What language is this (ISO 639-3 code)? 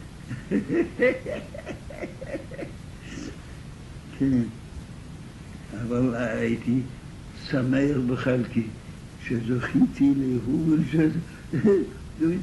heb